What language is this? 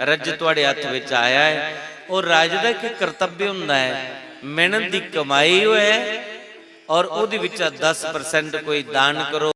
Dogri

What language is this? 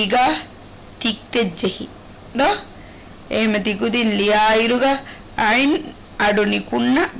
Divehi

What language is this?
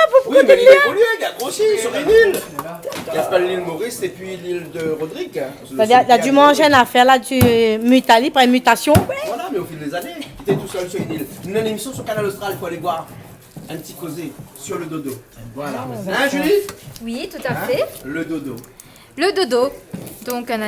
Réunion Creole French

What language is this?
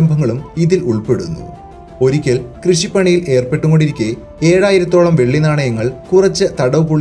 Malayalam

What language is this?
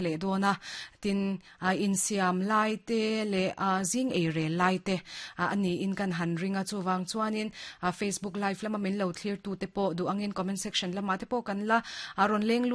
Mizo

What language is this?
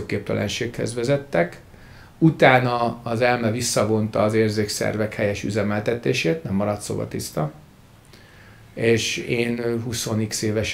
Hungarian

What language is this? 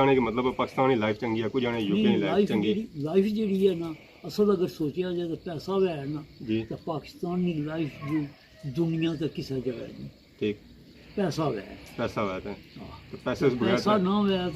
Pahari-Potwari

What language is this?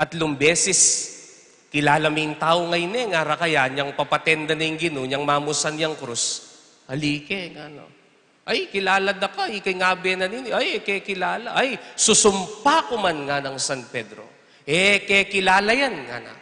Pampanga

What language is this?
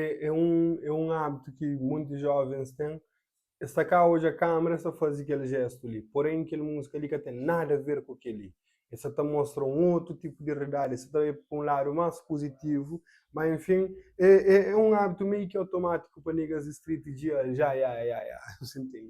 Kabuverdianu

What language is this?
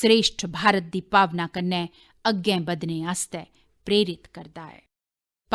Dogri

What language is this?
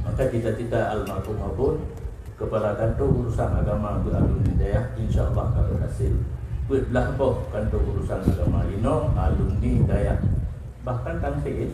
Achinese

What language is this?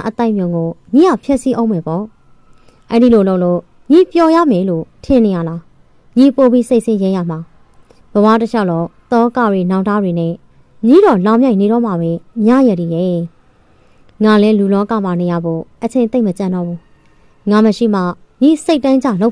Burmese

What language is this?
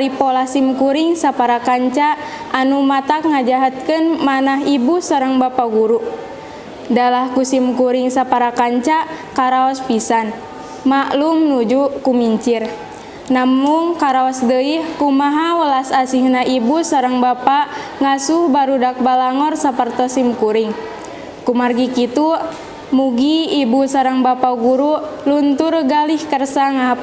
Sundanese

